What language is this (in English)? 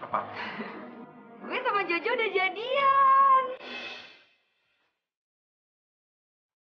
Indonesian